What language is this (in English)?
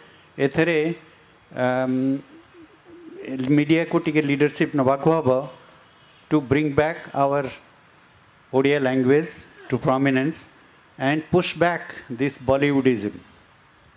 Odia